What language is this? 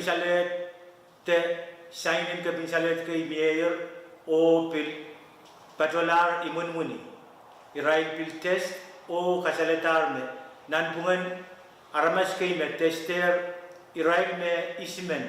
Pohnpeian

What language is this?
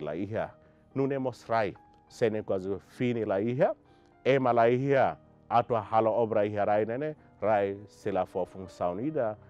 Tetum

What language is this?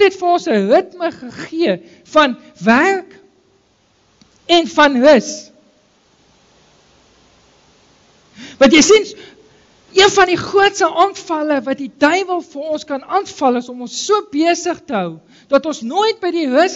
Afrikaans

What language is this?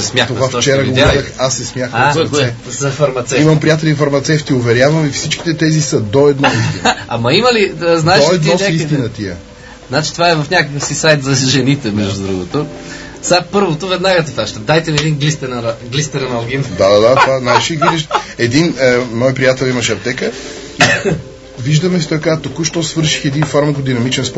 Bulgarian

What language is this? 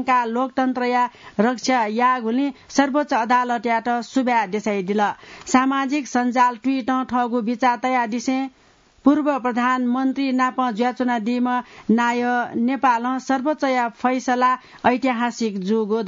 Newari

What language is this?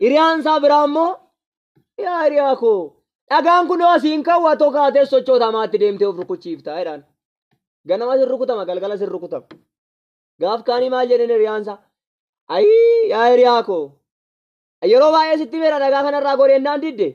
Oromo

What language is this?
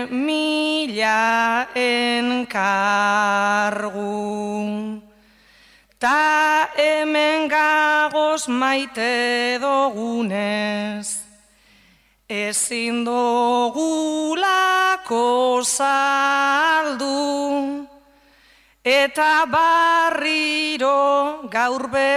Basque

